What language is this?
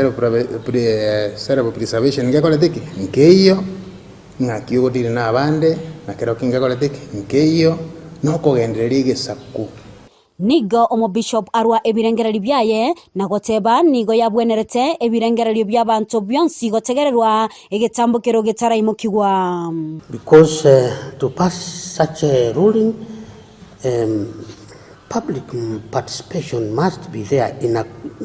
Gusii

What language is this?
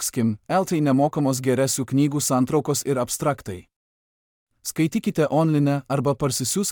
Lithuanian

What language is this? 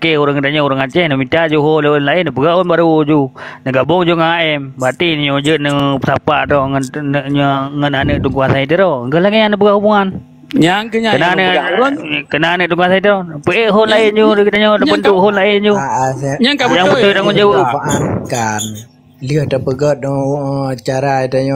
Achinese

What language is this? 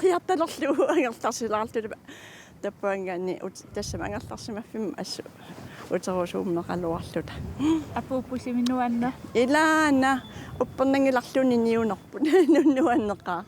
Kalaallisut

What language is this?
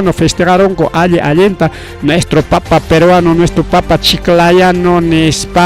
Ayacucho Quechua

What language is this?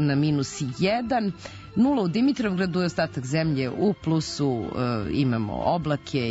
Serbian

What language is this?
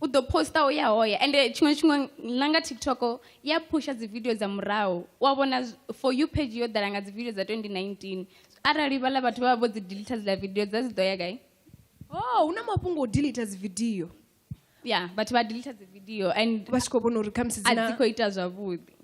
Venda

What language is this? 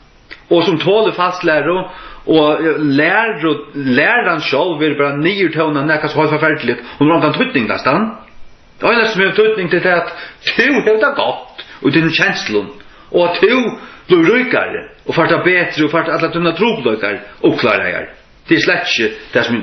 Faroese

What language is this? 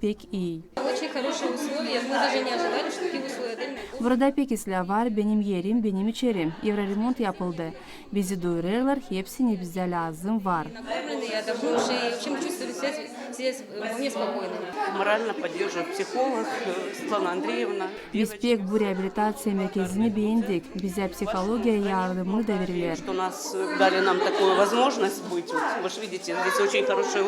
Gagauz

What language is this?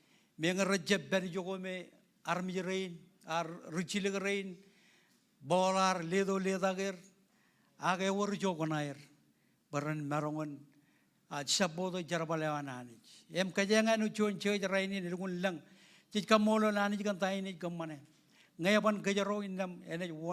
Marshallese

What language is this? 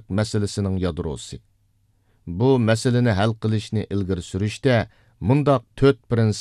Uyghur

